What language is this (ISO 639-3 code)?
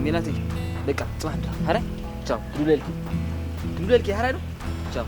tir